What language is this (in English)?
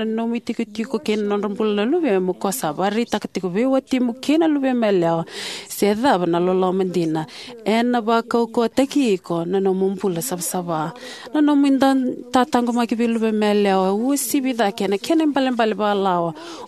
Fijian